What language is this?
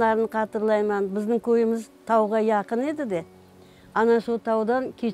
Crimean Tatar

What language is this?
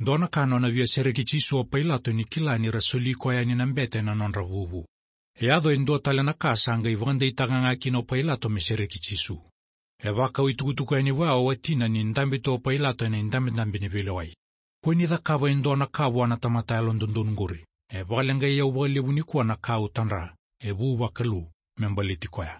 Fijian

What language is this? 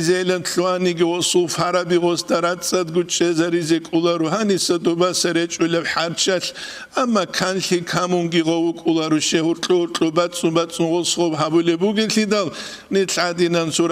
Avaric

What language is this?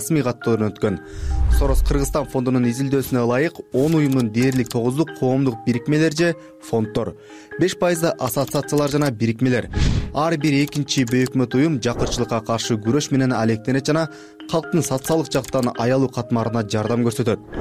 Kyrgyz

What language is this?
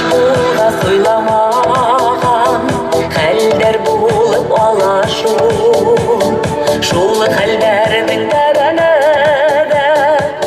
Bashkir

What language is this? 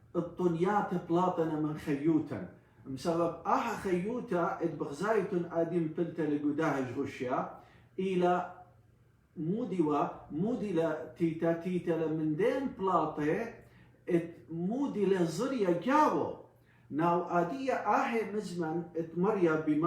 Assyrian Neo-Aramaic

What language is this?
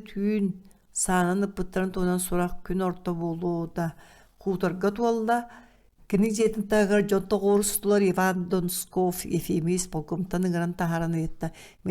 Yakut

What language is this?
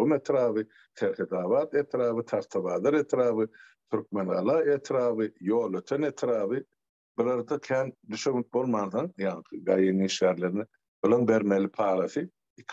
Turkmen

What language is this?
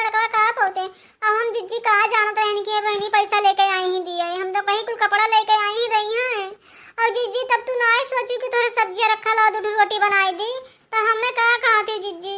Awadhi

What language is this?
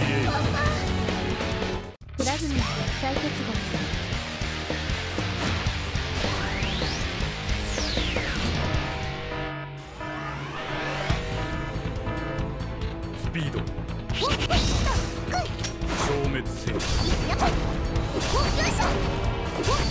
Japanese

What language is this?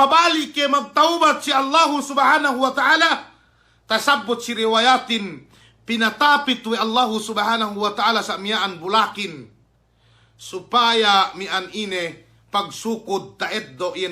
Yakan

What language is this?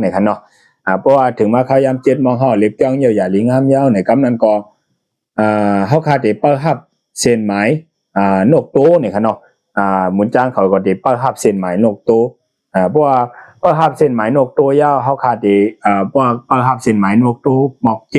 Shan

